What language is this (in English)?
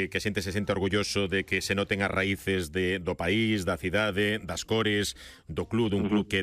Galician